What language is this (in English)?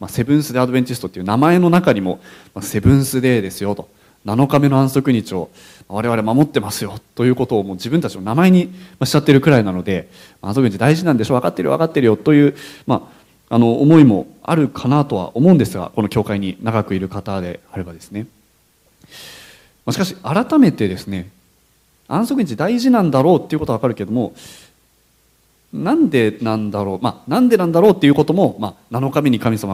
Japanese